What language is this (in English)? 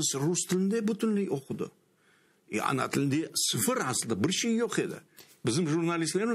Crimean Tatar